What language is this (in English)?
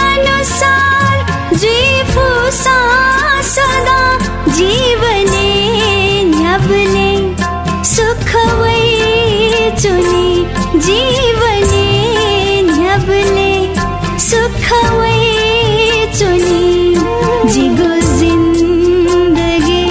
Newari